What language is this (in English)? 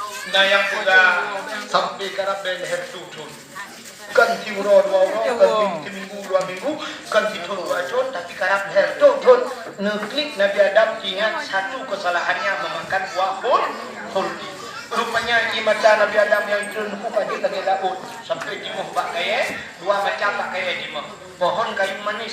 Achinese